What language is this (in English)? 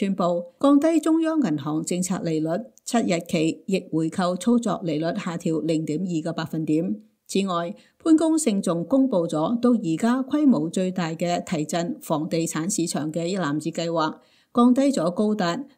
Cantonese